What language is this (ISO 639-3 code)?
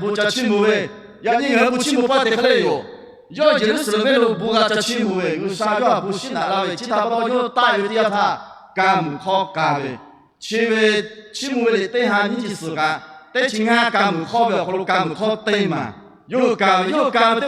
lhu